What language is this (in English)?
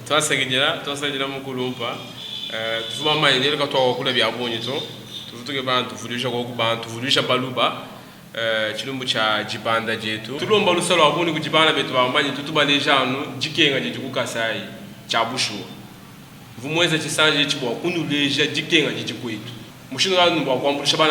Luba-Lulua